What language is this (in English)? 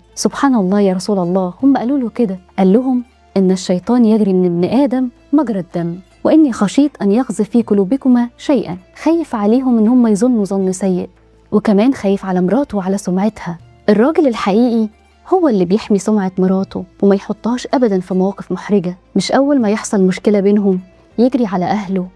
Egyptian Arabic